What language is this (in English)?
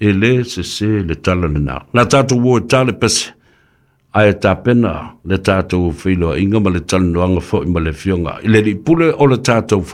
Samoan